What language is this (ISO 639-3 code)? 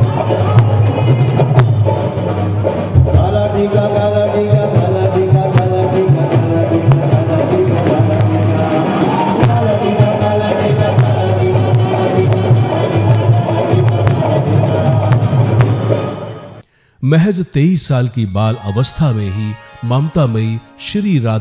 hin